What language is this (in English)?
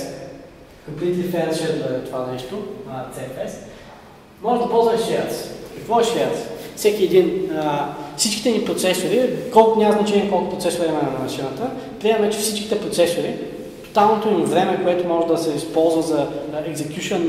Bulgarian